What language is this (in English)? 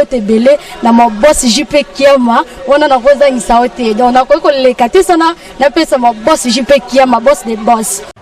Lingala